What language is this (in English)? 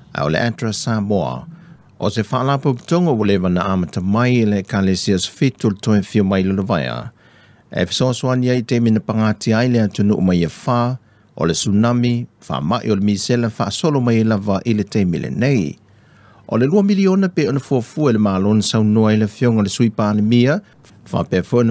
Samoan